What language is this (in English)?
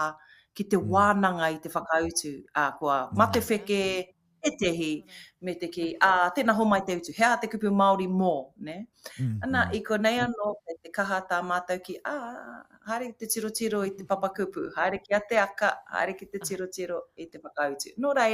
Māori